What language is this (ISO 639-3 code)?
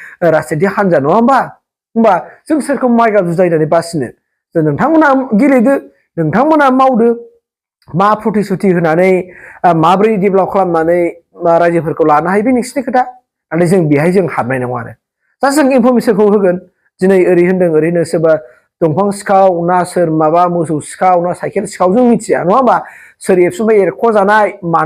brx